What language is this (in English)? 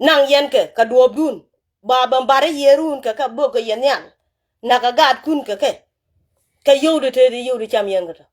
Nuer